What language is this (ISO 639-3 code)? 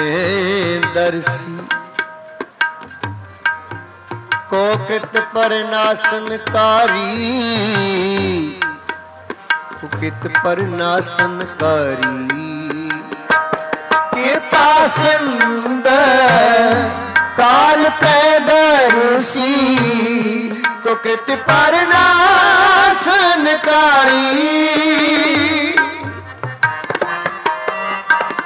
hin